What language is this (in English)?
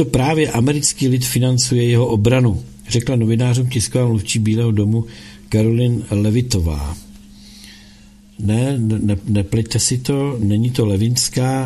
Czech